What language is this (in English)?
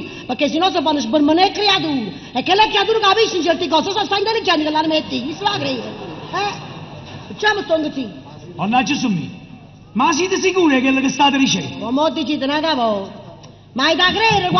Neapolitan